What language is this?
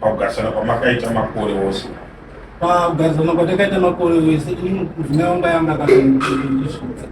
Shona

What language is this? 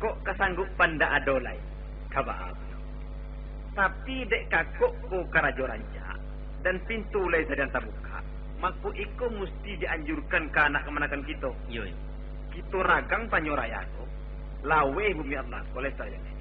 Minangkabau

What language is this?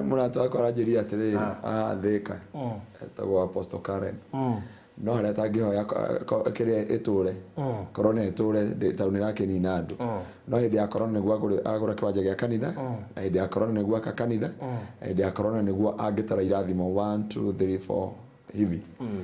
Kikuyu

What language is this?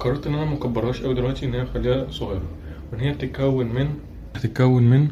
Egyptian Arabic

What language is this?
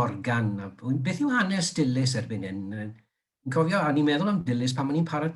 Welsh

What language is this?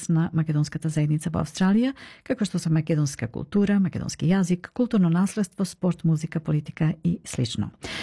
Macedonian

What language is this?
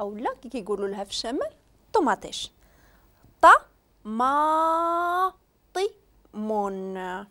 Moroccan Arabic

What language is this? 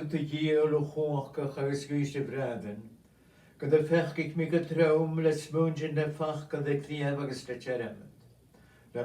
Scottish Gaelic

